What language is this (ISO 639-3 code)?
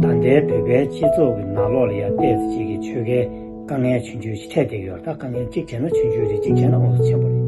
bod